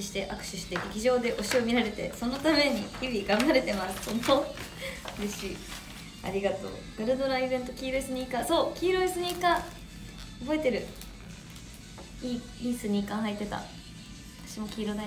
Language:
Japanese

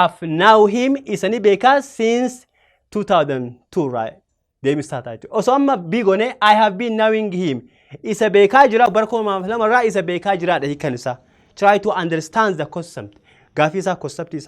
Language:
Oromo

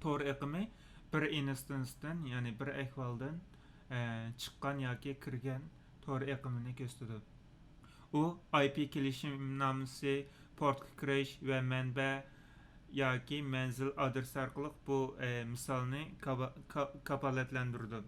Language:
Uyghur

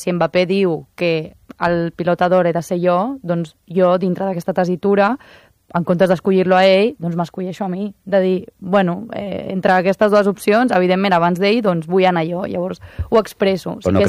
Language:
Catalan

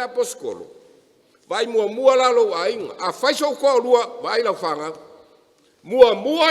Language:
Samoan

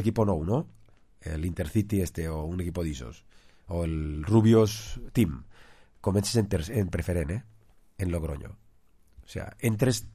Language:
Catalan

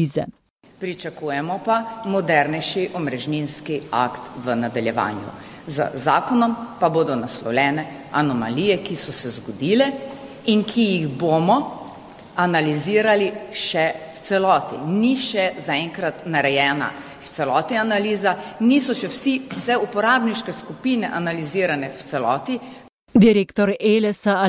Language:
Slovenian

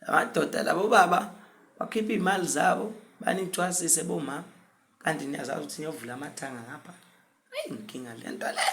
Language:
Zulu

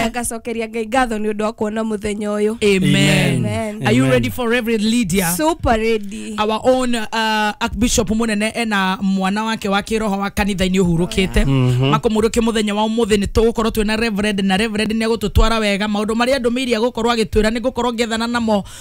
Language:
Kikuyu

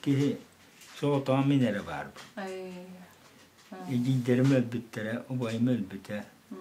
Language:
Yakut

